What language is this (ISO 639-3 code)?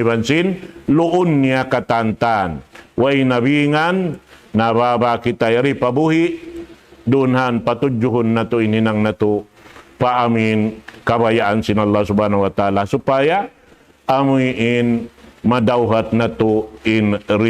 tsg